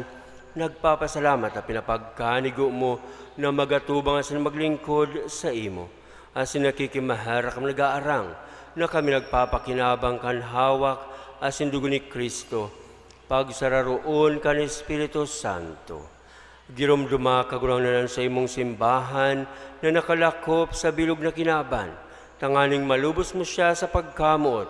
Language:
Bikol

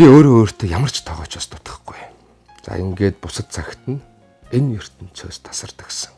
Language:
Mongolian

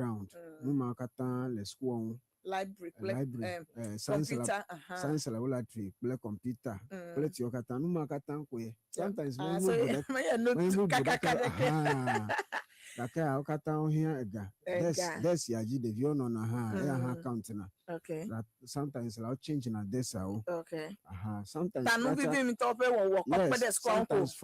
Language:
Ewe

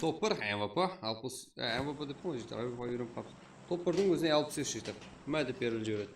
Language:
Kara-Kalpak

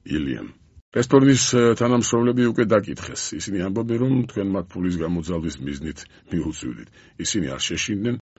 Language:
Georgian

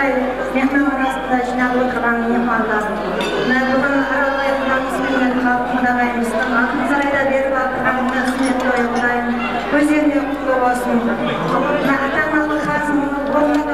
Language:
Kara-Kalpak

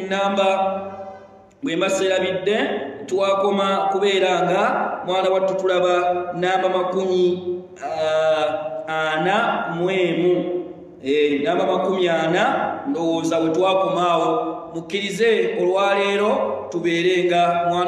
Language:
Ganda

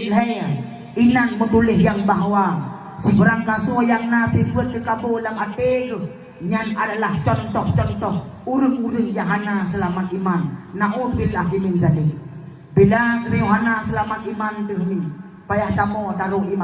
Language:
Achinese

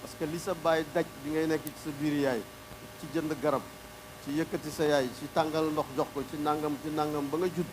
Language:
Wolof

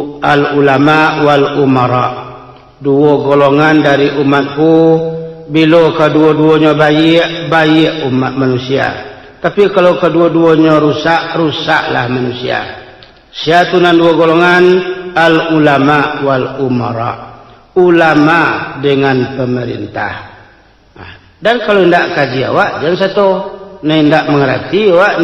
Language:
Minangkabau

